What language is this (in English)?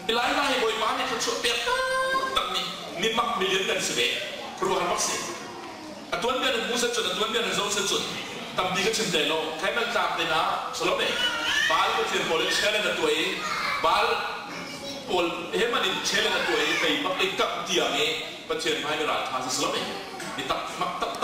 Hakha Chin